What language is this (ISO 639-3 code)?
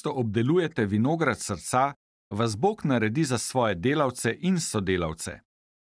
slv